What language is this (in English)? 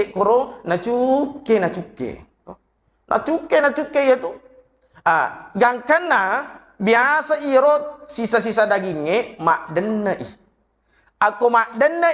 Buginese